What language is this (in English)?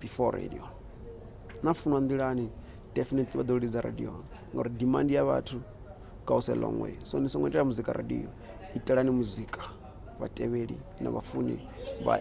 Venda